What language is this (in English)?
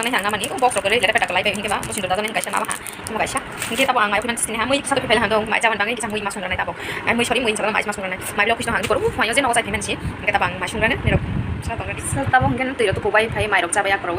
Kok Borok